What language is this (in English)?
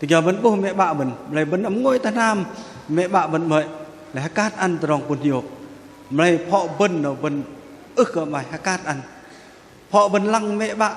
Bahnar